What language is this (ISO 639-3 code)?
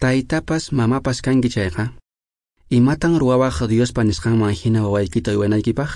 que